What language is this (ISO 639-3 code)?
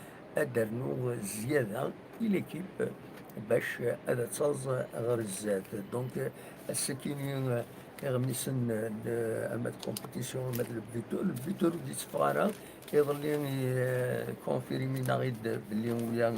kab